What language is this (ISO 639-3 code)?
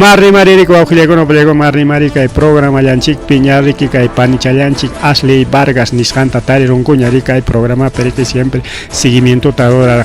quy